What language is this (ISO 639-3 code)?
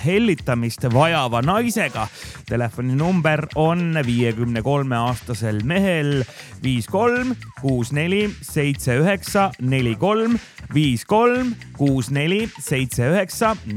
est